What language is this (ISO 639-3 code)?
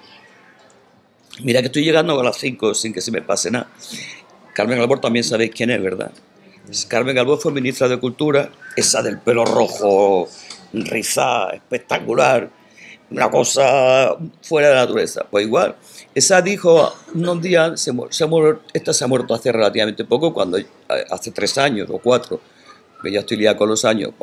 spa